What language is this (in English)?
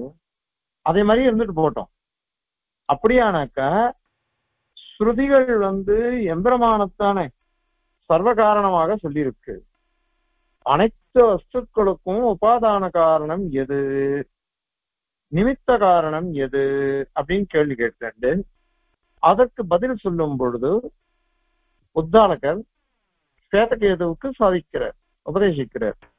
Tamil